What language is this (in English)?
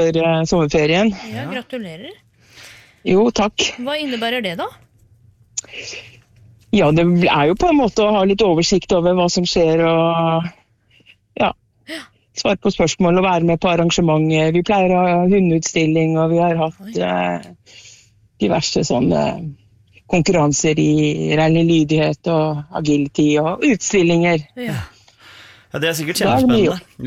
Norwegian